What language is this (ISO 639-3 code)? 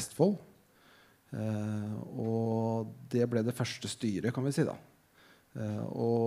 nor